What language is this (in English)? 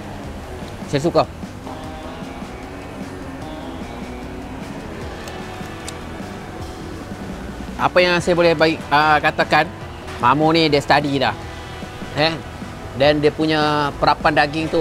Malay